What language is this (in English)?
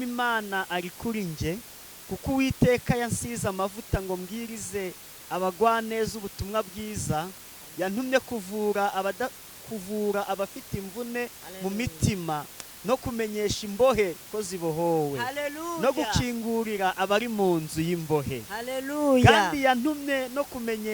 Kinyarwanda